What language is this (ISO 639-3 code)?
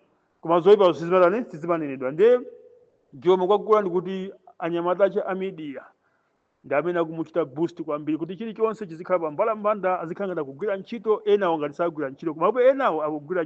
nya